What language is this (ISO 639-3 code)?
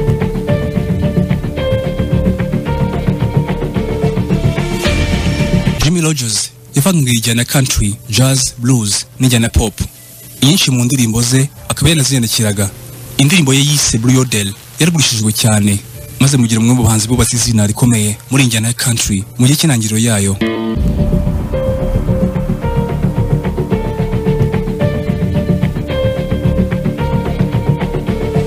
kin